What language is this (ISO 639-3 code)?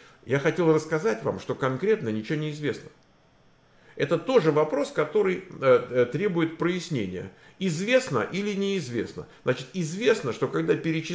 rus